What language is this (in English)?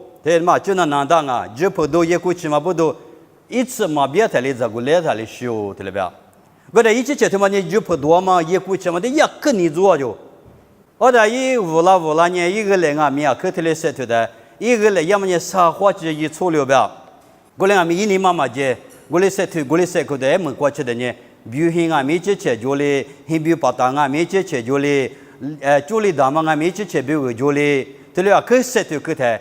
Lisu